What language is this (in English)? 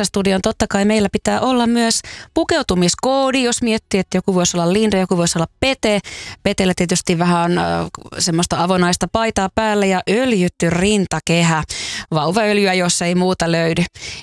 Finnish